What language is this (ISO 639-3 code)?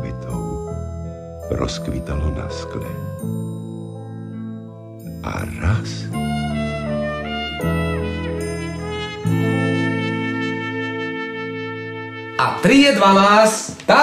slk